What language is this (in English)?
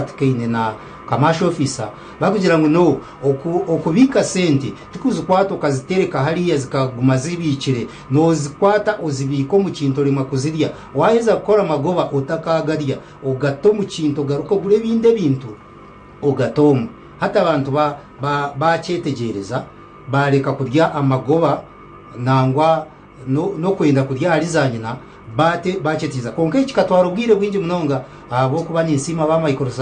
Nyankole